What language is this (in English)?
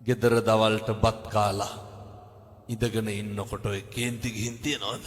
Sinhala